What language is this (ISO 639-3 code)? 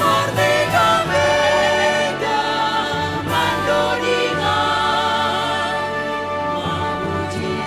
bts